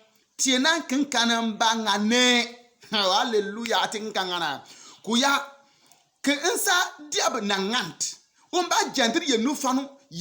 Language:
Bimoba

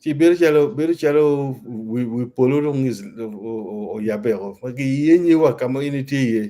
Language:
Acoli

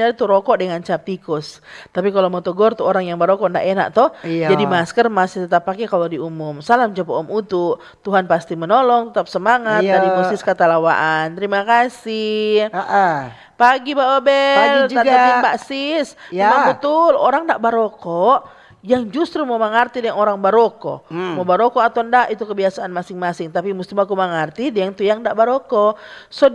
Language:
Manado Malay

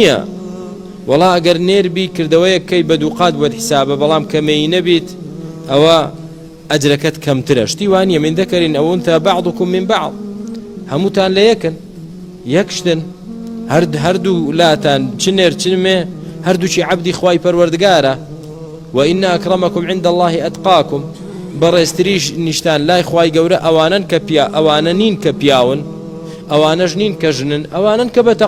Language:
Central Kurdish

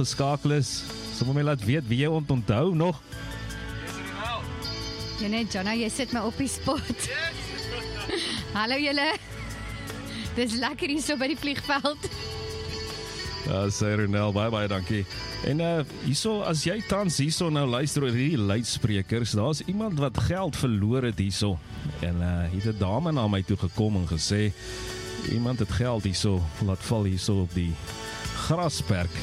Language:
Afrikaans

